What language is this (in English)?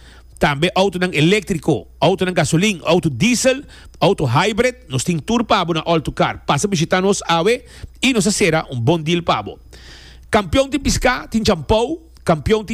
Papiamento